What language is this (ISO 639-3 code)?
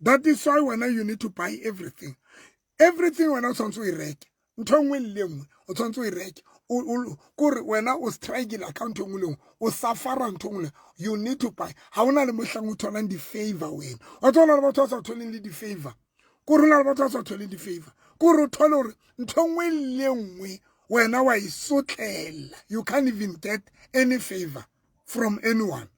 sot